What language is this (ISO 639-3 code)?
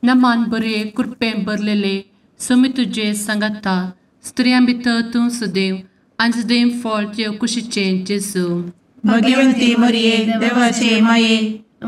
kok